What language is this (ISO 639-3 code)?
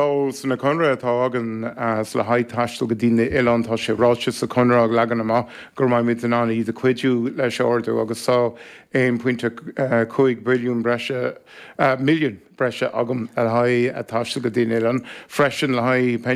gle